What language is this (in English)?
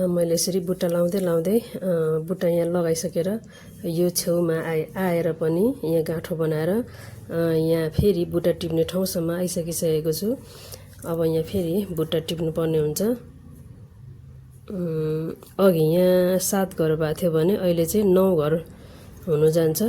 Nepali